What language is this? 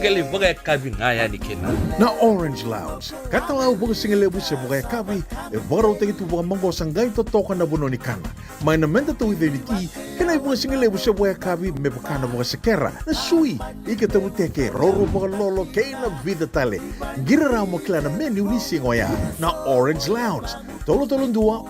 Fijian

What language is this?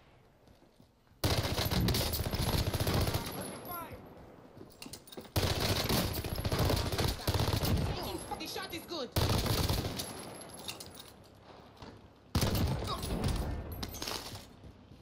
English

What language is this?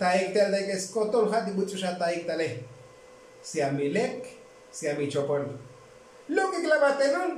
Tzotzil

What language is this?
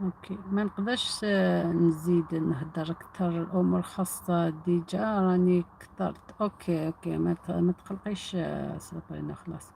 Algerian Arabic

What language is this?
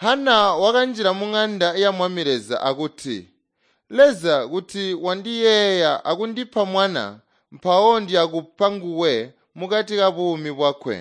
Tonga (Zambia)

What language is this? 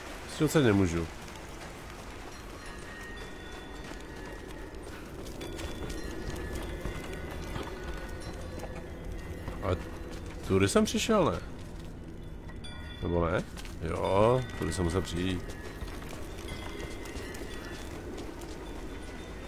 Czech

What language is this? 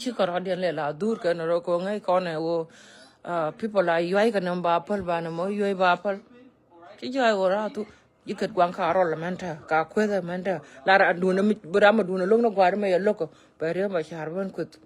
Nuer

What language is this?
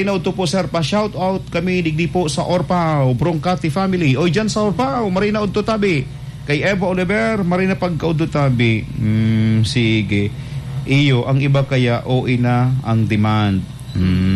Bikol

